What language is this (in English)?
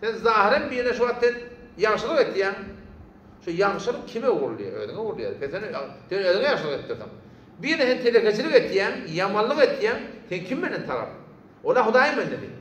Turkmen